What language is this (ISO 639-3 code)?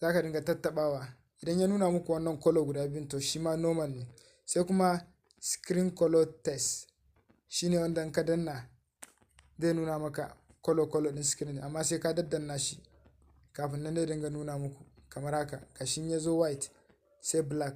hau